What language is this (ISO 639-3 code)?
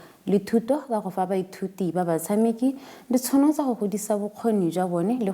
tsn